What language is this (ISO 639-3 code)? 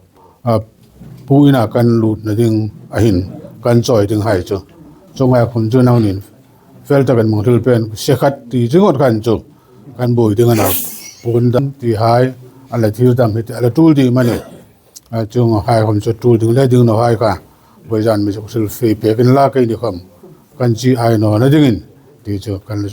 hmr